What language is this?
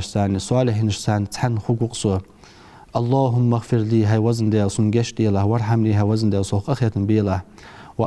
Ingush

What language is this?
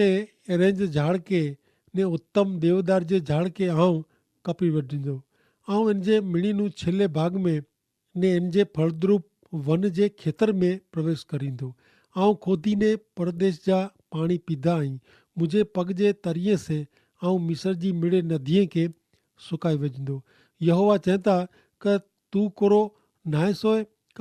Kachhi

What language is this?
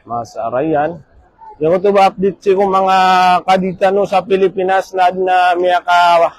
Maranao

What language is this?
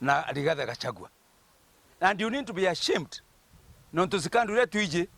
Meru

